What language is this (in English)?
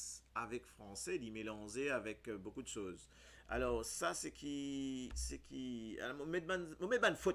Morisyen